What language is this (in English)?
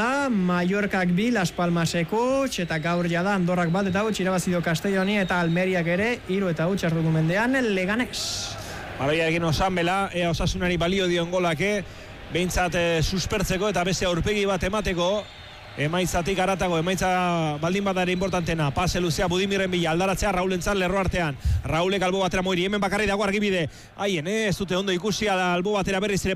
Basque